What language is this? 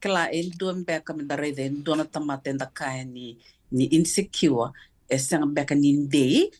Fijian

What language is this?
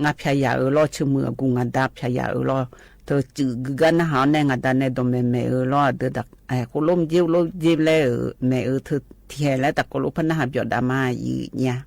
Akha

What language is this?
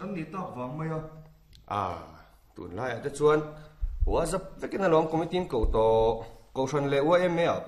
Mizo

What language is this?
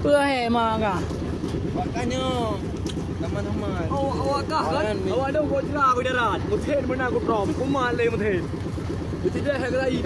Achinese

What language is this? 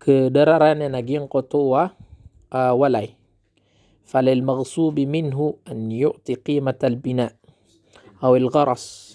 Maranao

